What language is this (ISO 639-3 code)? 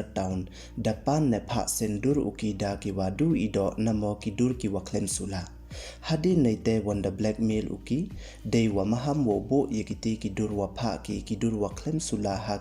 pbv